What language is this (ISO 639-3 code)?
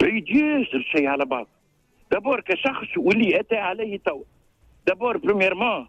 aeb